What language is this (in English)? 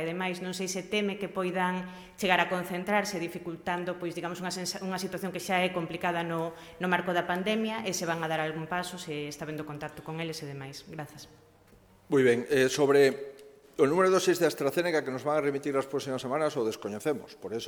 Galician